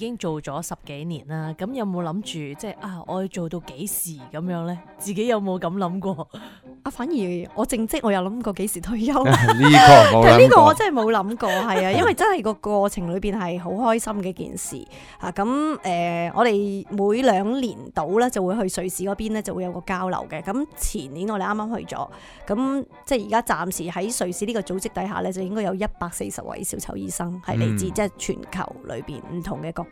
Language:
Cantonese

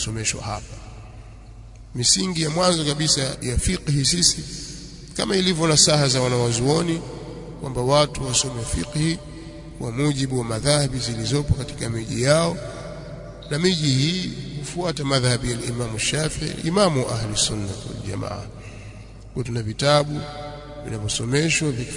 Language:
Swahili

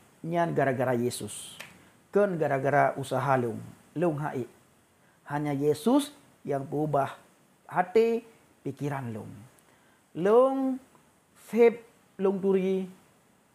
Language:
Achinese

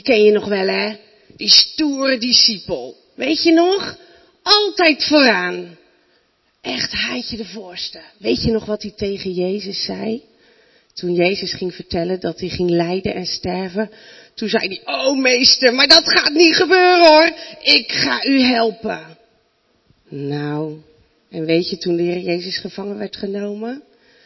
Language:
Dutch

